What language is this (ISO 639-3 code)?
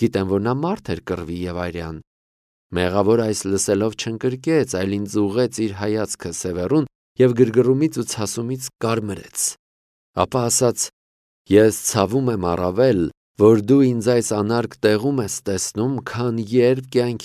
hye